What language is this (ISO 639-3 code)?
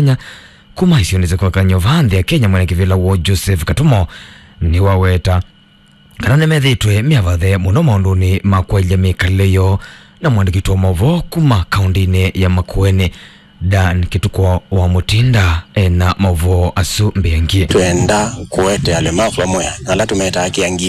kam